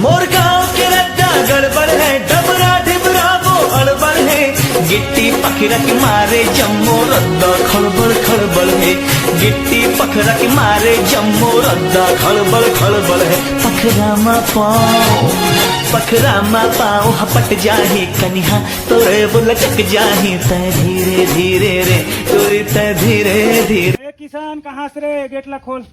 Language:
Chhattisgarhi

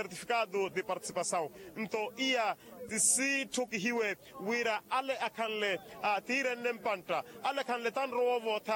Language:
Makhuwa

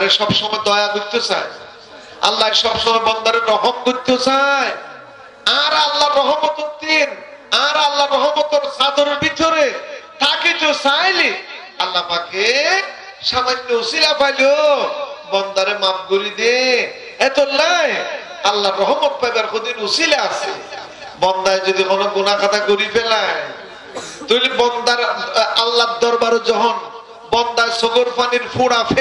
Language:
Rohingya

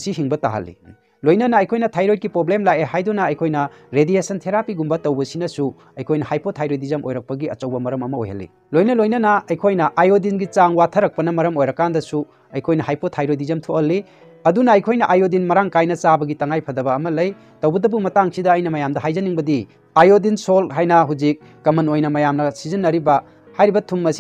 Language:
Manipuri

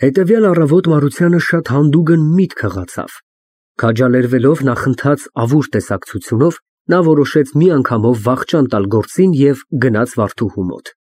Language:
Armenian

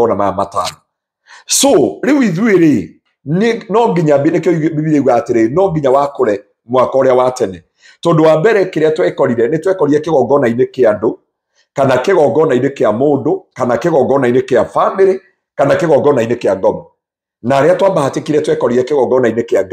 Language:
Kikuyu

